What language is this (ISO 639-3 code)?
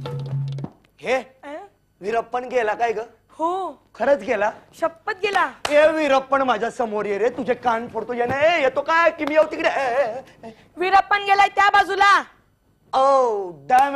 mar